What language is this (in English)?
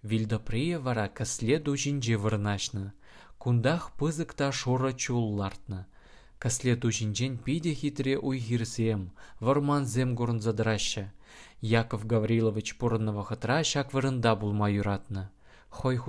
Chuvash